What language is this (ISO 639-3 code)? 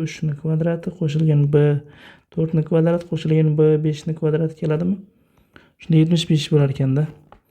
uzb